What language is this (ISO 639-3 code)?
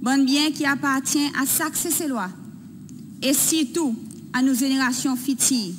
crs